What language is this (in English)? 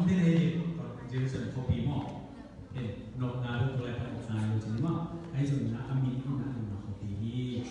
Tedim Chin